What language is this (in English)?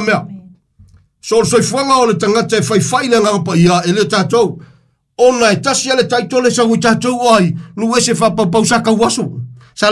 Samoan